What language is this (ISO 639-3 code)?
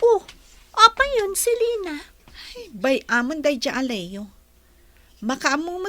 ilo